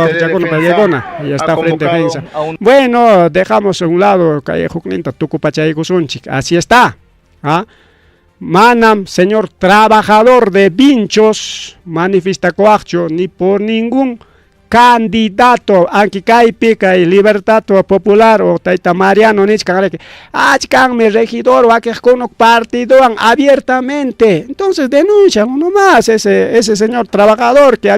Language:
Ayacucho Quechua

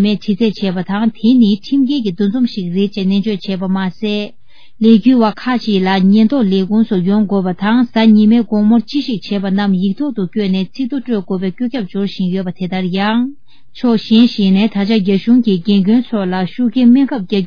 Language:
Tibetan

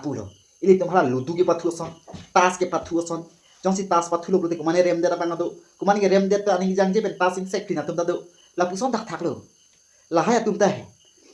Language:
Karbi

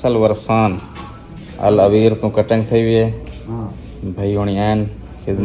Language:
Saraiki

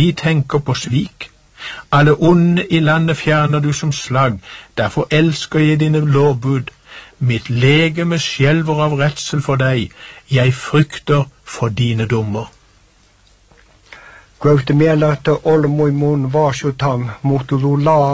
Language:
Norwegian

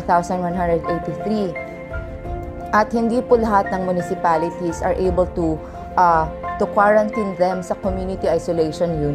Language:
Filipino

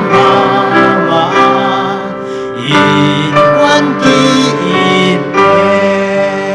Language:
Tedim Chin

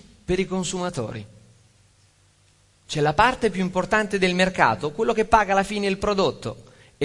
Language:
Italian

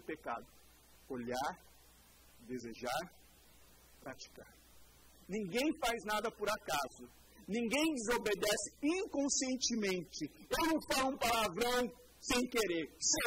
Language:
Portuguese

